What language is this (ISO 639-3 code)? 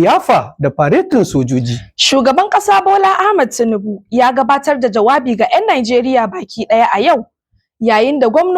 hau